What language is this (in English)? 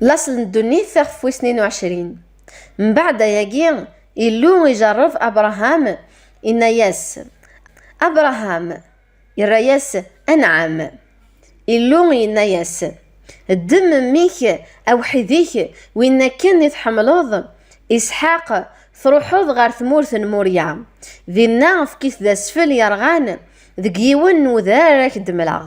Kabyle